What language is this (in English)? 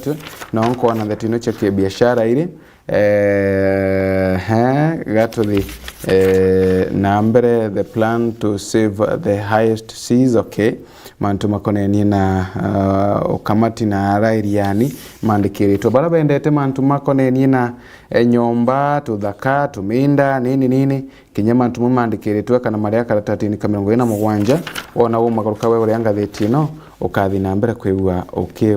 Meru